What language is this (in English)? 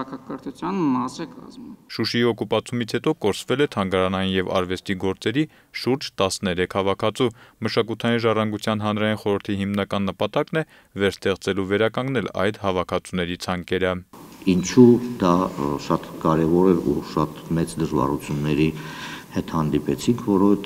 Armenian